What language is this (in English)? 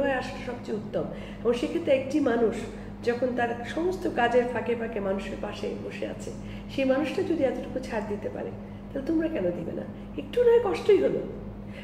Bangla